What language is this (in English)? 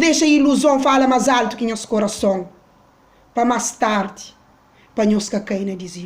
Kabuverdianu